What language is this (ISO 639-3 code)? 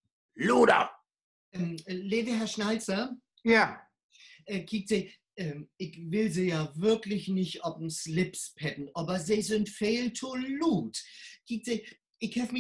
nds